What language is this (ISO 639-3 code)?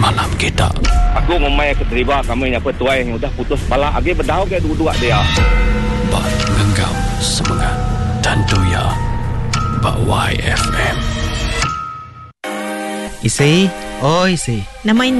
iba